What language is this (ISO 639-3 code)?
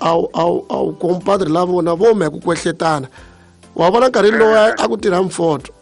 tso